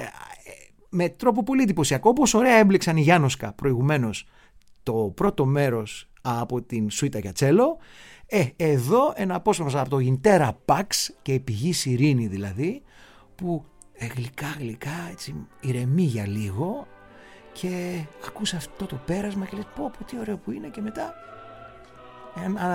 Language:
Greek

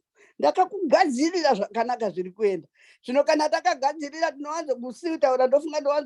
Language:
Shona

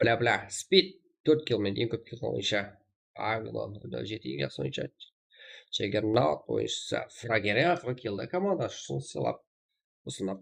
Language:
Kara-Kalpak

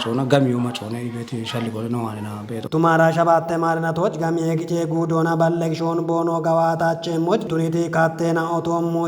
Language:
Kafa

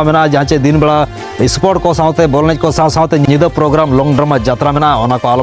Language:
Santali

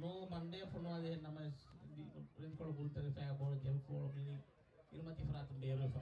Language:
Divehi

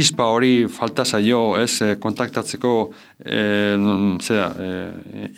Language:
Basque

